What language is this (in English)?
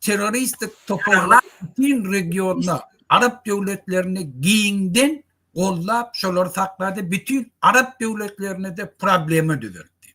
Turkmen